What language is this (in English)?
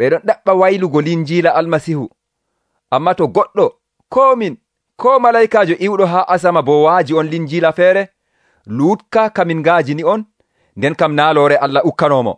Nigerian Fulfulde